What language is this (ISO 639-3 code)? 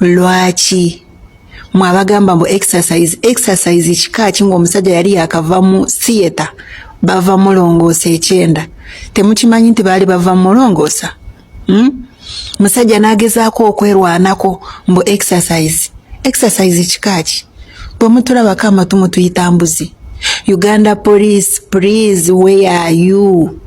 lug